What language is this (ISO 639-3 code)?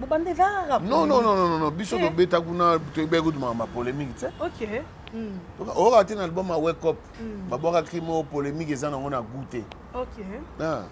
lin